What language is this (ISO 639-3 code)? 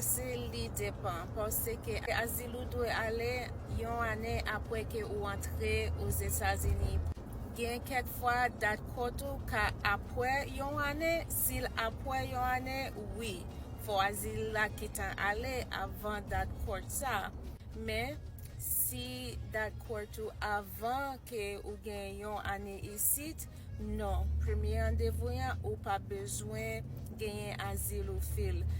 hat